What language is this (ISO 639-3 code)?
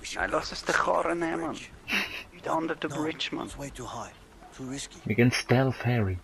gsw